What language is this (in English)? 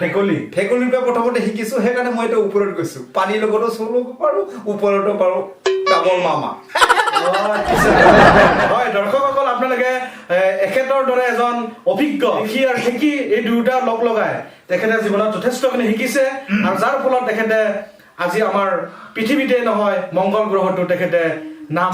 Assamese